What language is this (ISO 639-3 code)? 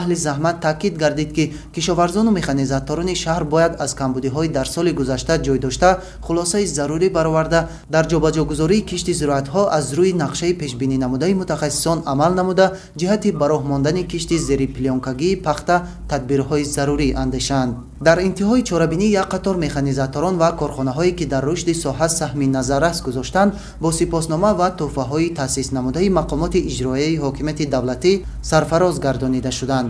tgk